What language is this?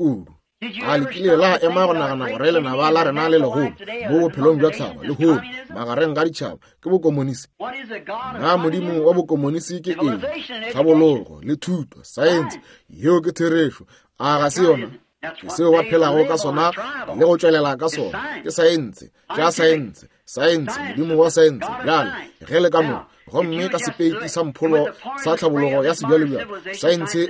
Northern Sotho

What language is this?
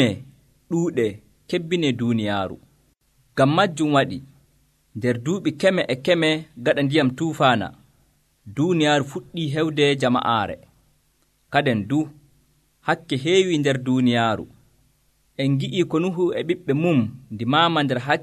Nigerian Fulfulde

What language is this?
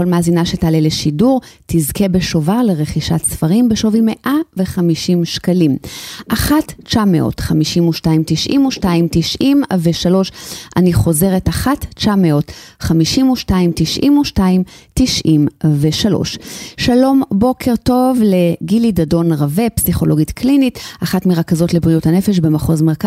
Hebrew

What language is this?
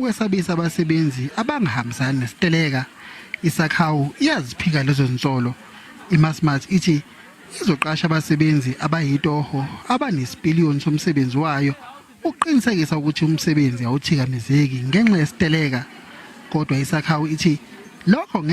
Zulu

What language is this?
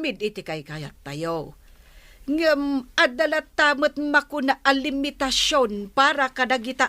Iloko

